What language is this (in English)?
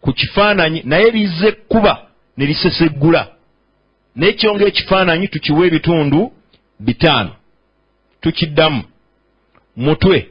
Ganda